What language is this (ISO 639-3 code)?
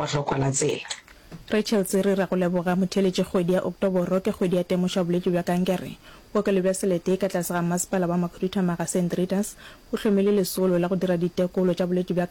nso